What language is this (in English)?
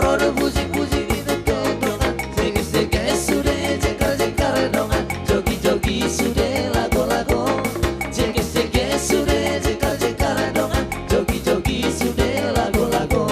Batak Toba